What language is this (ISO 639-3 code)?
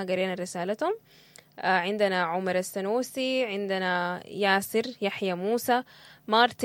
apd